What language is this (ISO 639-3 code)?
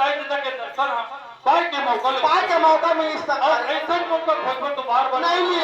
hne